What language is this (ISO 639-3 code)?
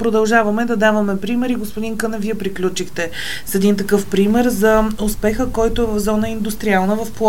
bul